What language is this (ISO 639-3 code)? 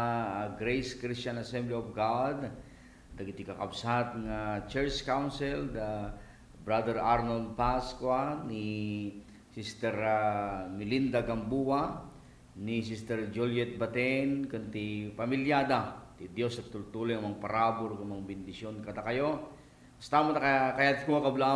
ilo